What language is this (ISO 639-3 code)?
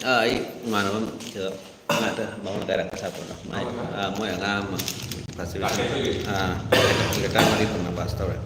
mni